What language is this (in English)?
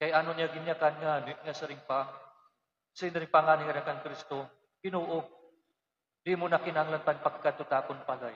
Waray